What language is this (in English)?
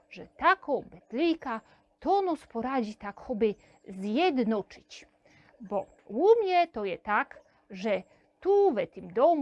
Silesian